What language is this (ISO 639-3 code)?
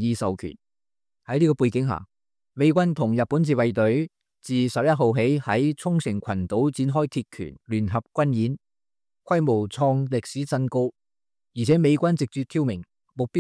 yue